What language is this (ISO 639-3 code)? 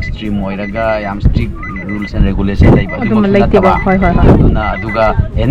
mni